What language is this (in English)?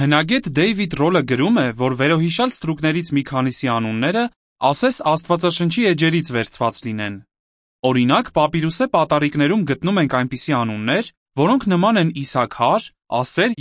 Armenian